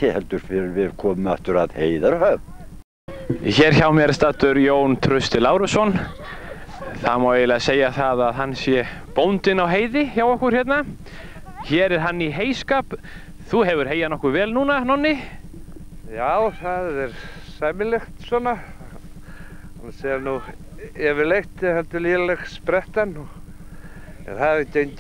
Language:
Icelandic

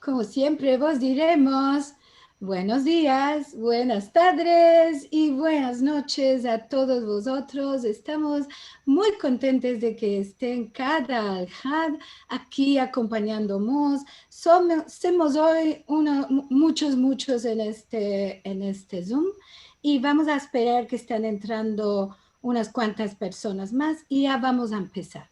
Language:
Ladino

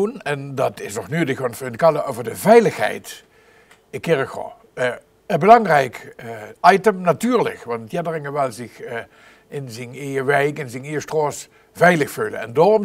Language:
Limburgish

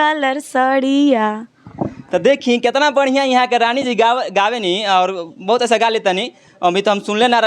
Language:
Bhojpuri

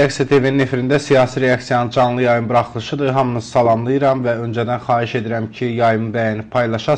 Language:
Azerbaijani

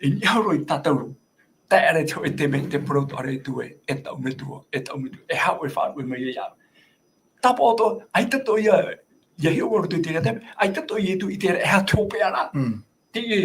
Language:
Tahitian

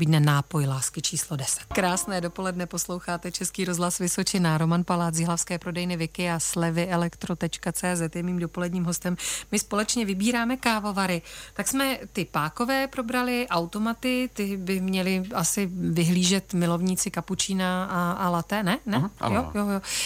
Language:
Czech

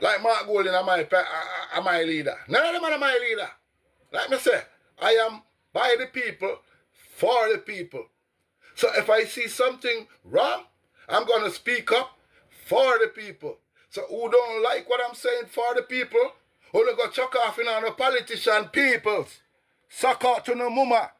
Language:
Jamaican Creole English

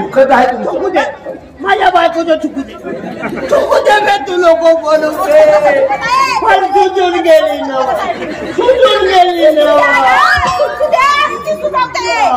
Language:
Marathi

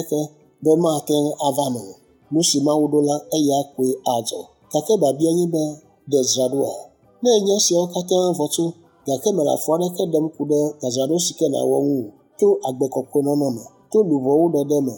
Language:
Ewe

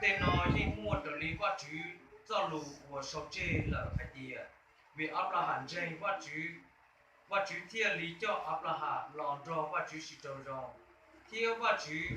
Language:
Hmong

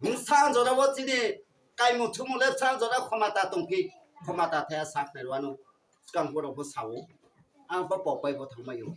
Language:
Riang (India)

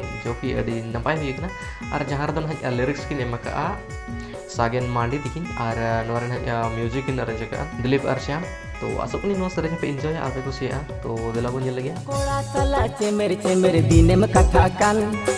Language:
Santali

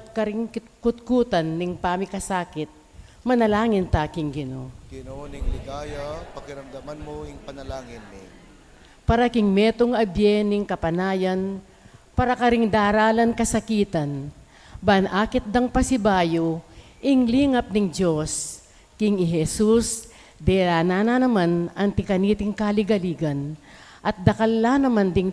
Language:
Pampanga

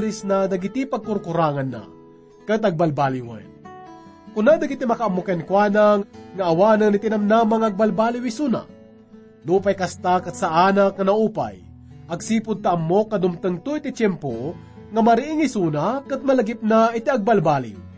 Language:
Iloko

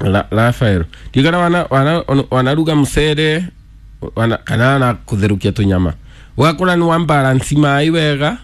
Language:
Kikuyu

